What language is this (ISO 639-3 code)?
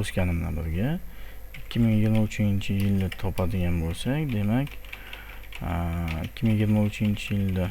uzb